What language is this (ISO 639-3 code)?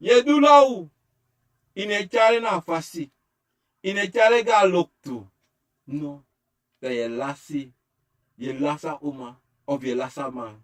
srn